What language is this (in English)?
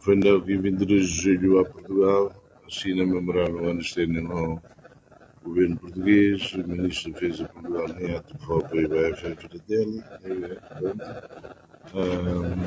Tetum